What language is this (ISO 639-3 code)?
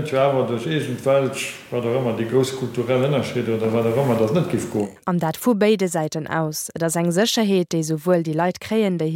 ltz